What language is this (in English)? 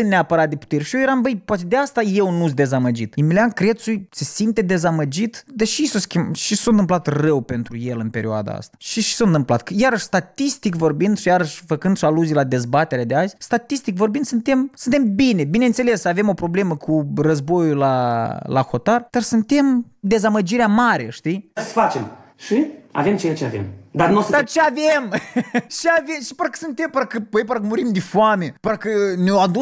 Romanian